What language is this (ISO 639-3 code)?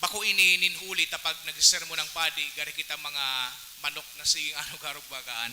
bik